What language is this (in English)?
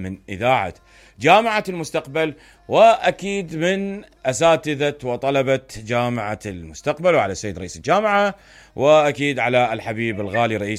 Mesopotamian Arabic